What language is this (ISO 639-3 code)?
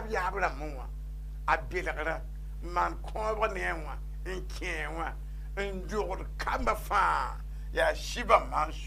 mos